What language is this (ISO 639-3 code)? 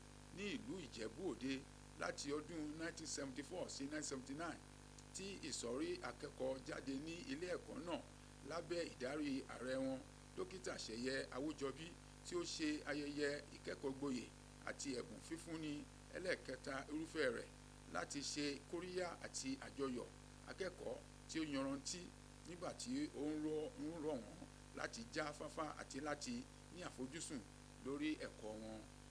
yor